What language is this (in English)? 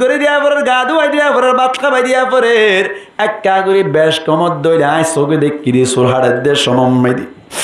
Rohingya